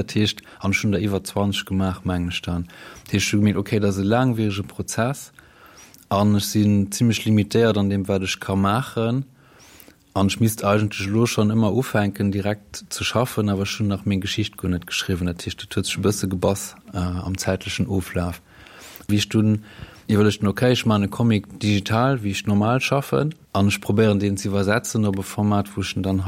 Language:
Luxembourgish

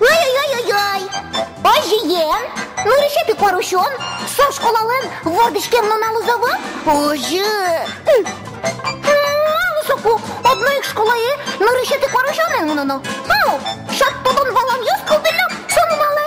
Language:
Udmurt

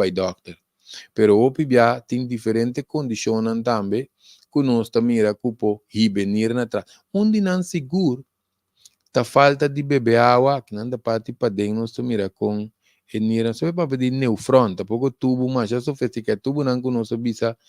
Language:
Papiamento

